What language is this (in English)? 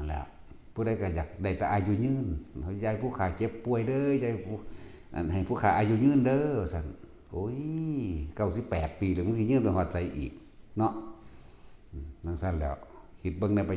Northeastern Thai